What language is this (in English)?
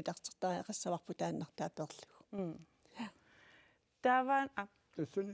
Kalaallisut